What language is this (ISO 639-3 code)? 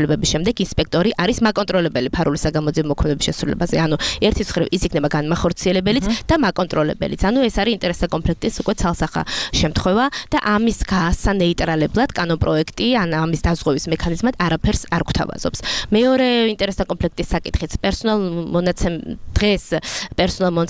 kat